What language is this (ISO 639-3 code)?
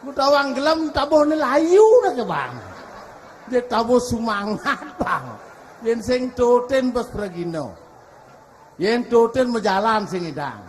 ban